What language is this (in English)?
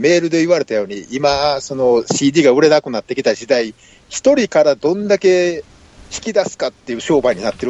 Japanese